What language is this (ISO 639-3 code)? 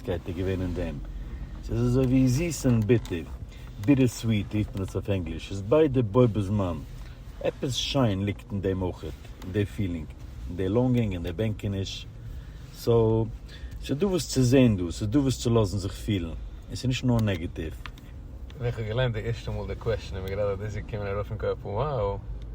yid